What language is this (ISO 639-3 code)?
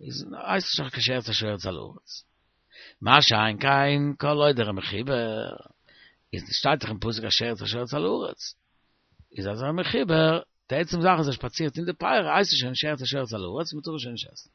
yid